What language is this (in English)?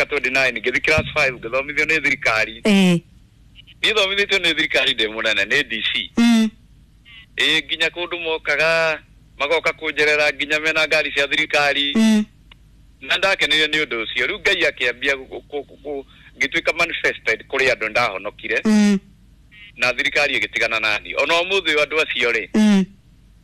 Kikuyu